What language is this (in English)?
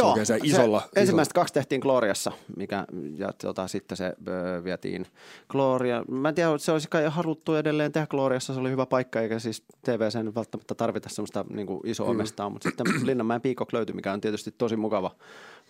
Finnish